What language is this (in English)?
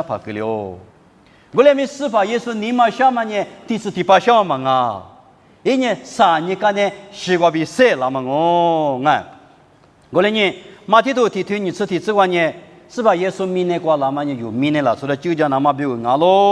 Lisu